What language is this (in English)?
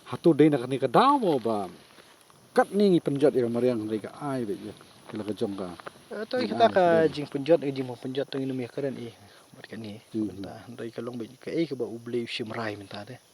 Khasi